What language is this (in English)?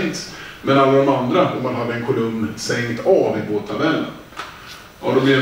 Swedish